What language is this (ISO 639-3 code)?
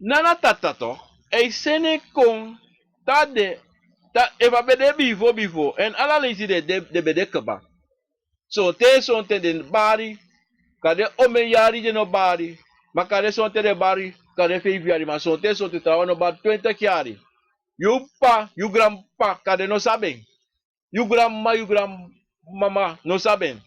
srn